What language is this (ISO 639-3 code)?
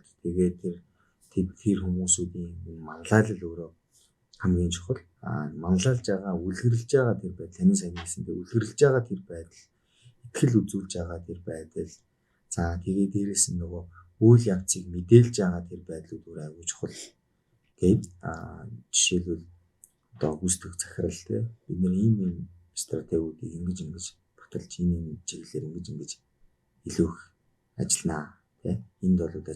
mon